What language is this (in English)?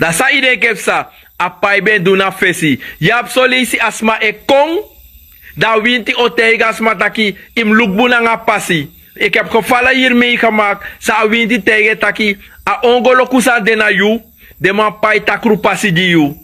Sranan Tongo